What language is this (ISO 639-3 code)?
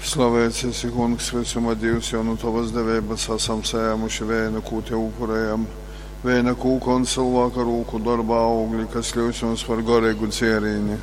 ltg